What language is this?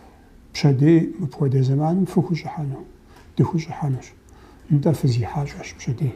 Kabardian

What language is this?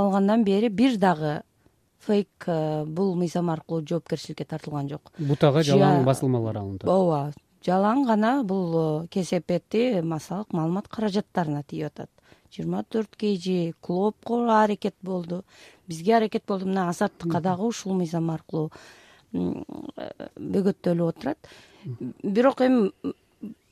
Kyrgyz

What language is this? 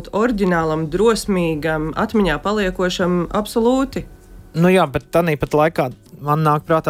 Latvian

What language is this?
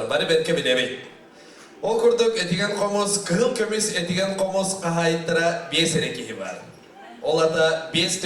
Yakut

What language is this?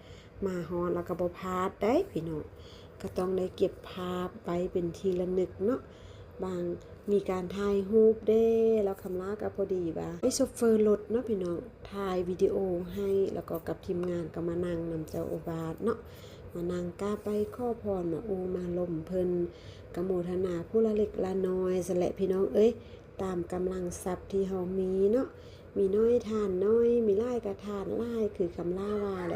Lao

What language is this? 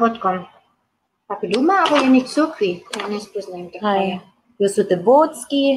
Upper Sorbian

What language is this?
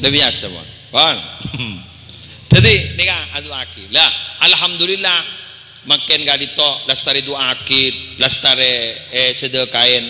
Madurese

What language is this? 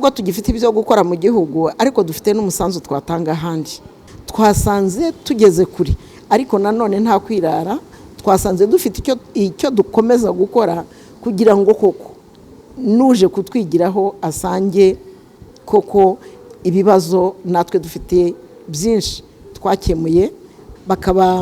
Kinyarwanda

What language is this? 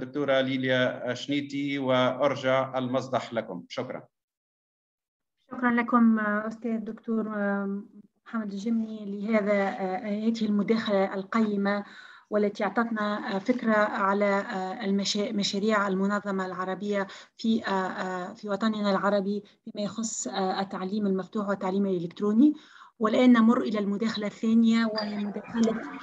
Arabic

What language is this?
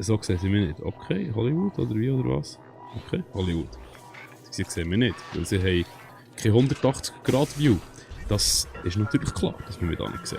Swiss German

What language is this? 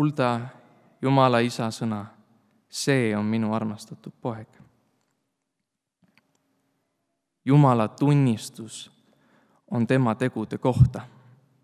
Estonian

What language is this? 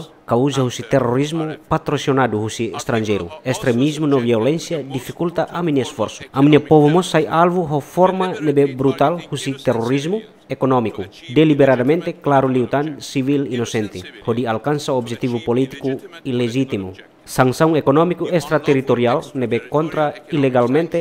Tetum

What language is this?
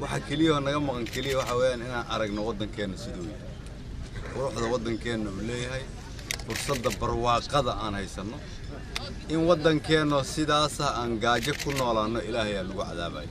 Somali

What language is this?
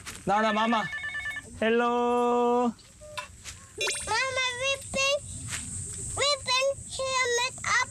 Korean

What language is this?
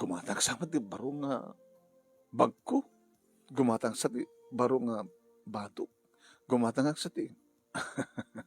Iloko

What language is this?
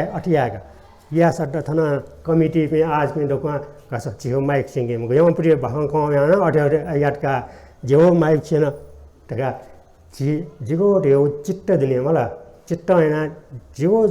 Newari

